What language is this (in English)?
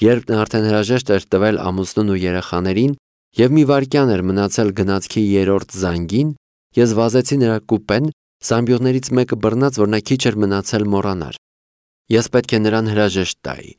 Armenian